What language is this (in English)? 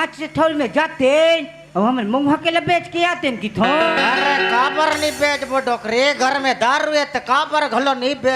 Chhattisgarhi